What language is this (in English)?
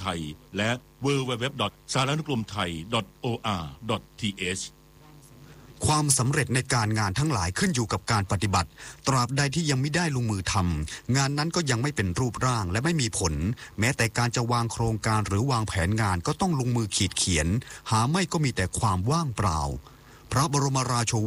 Thai